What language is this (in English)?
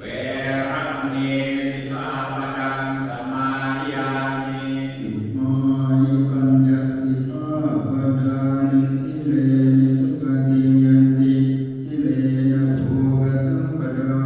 Pali